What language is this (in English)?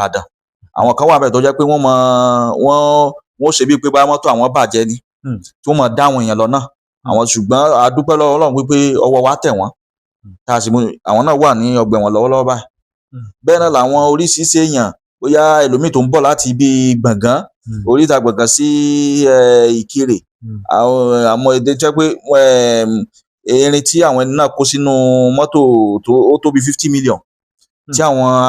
Yoruba